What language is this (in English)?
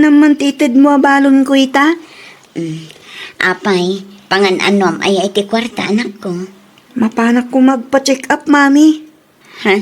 Iloko